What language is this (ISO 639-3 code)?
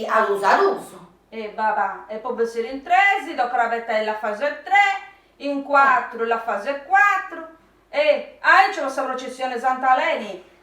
srd